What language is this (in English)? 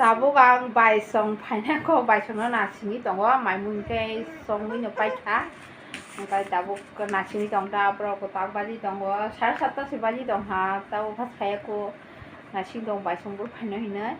Kok Borok